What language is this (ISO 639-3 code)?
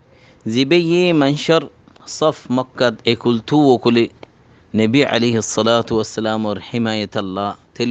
rhg